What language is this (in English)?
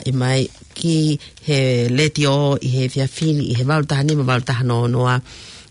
Tongan